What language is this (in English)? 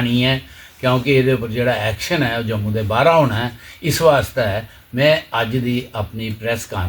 Dogri